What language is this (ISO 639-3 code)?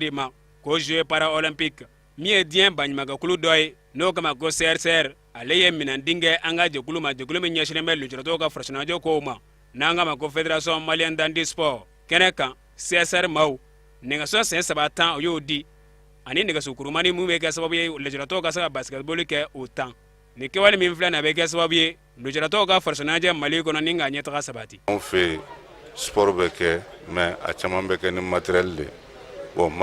bam